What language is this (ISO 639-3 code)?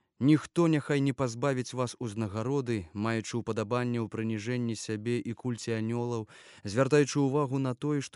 bel